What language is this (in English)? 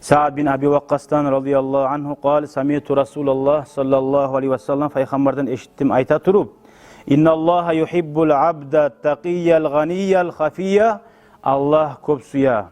Kumyk